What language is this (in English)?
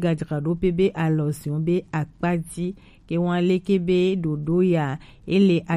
Gen